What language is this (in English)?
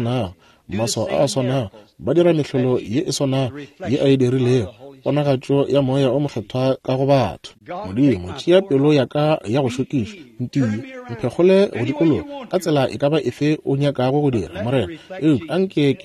Northern Sotho